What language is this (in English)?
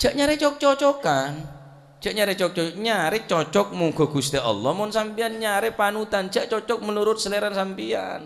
Madurese